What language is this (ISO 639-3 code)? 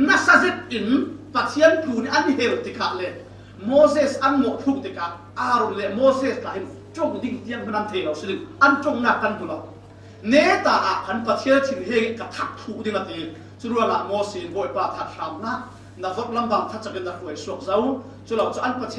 cfm